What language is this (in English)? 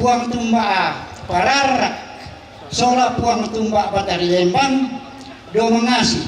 Toraja-Sa'dan